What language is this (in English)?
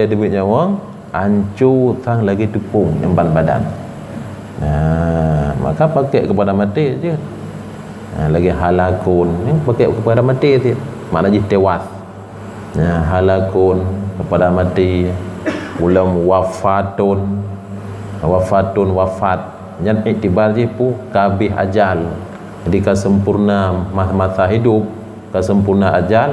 Achinese